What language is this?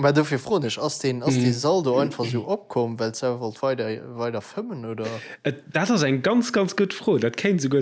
Luxembourgish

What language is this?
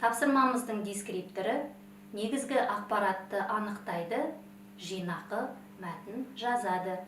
Kazakh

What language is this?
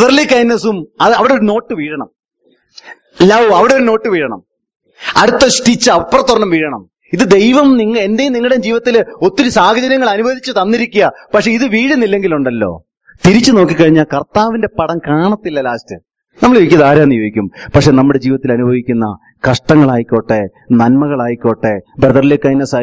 Malayalam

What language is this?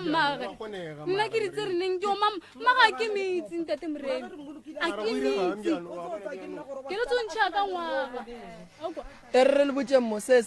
Northern Sotho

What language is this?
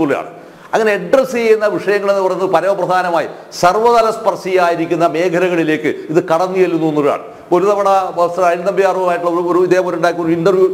Malayalam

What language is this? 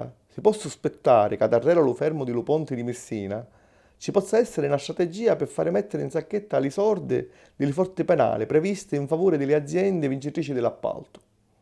Sicilian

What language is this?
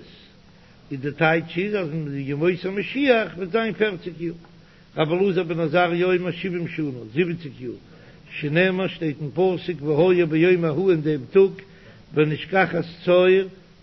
Yiddish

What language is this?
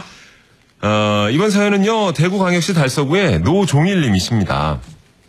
Korean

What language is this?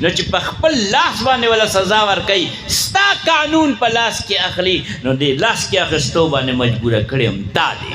Pashto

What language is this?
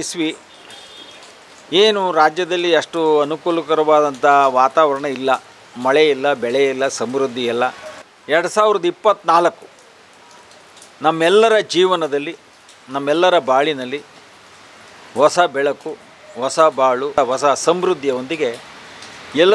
Kannada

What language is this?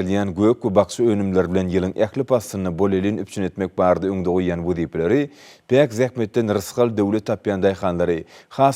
Turkmen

